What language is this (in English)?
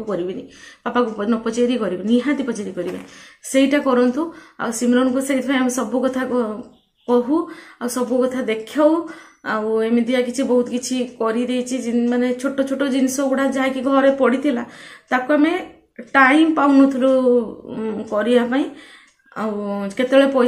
Odia